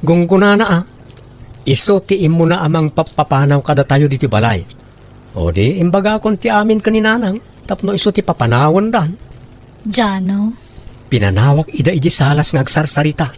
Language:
Iloko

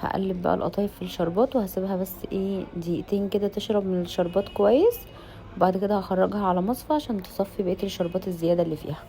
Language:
Egyptian Arabic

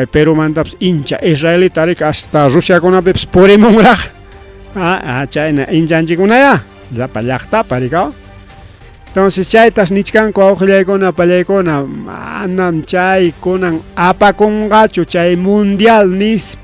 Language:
Ayacucho Quechua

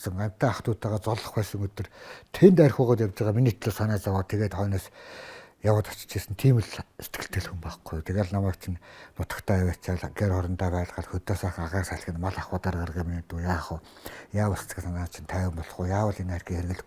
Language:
Mongolian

